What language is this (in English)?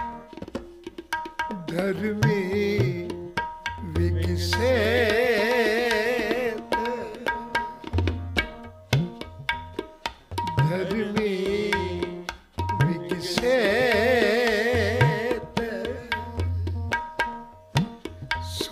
Punjabi